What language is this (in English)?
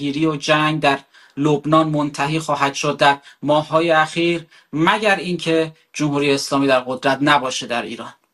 Persian